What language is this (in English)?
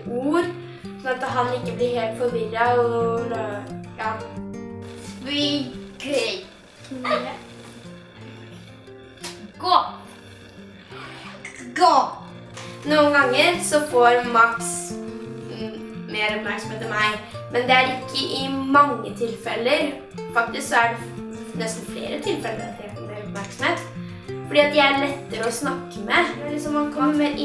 Norwegian